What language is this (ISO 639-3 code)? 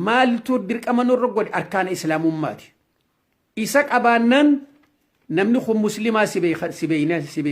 orm